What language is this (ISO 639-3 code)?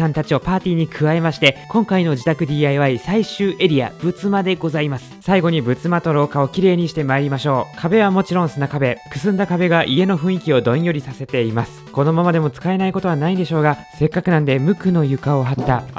jpn